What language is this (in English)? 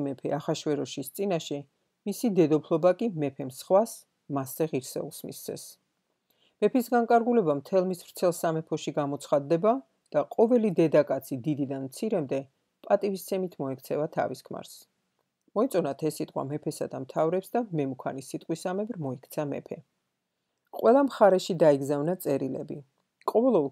Georgian